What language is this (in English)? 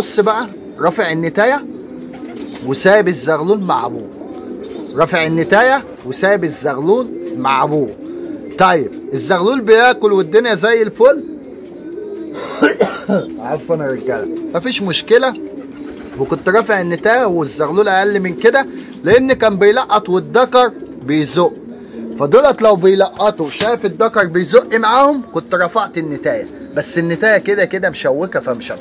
Egyptian Arabic